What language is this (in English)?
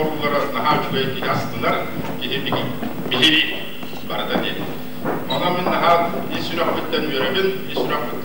Yakut